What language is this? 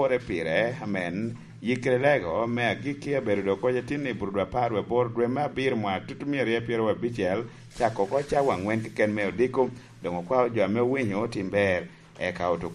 Lango (Uganda)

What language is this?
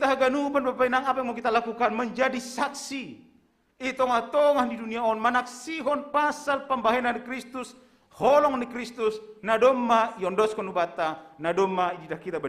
Batak Simalungun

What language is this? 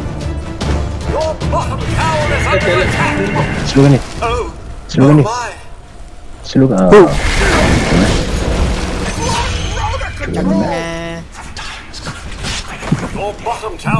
Malay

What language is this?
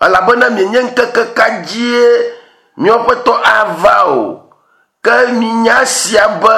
Ewe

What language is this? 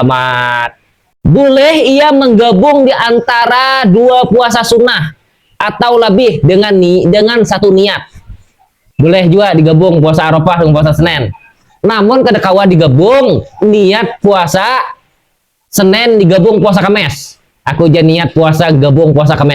Banjar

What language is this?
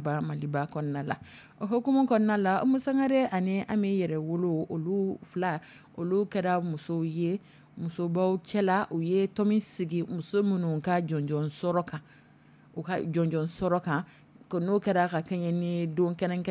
Dyula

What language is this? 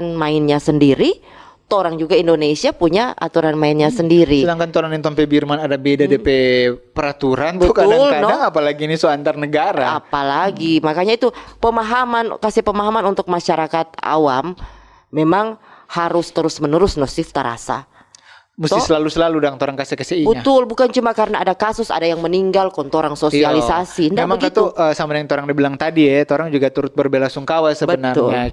Manado Malay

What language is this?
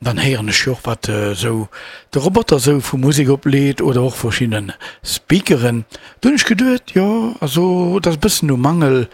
Luxembourgish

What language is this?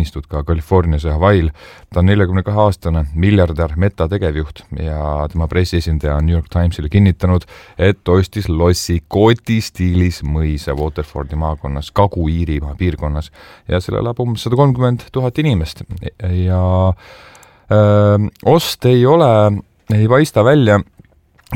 Estonian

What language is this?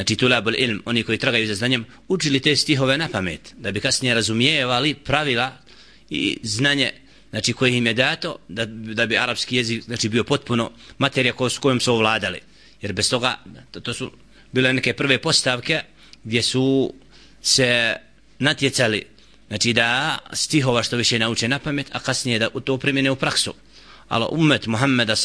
Bosnian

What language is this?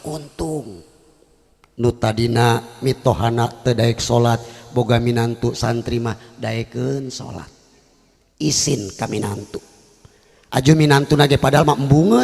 Sundanese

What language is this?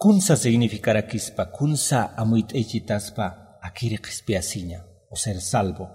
Aymara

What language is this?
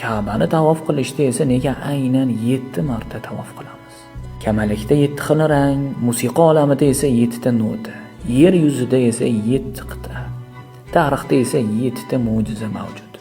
Uzbek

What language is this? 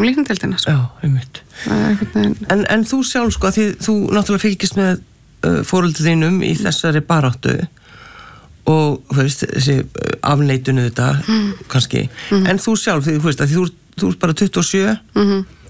Icelandic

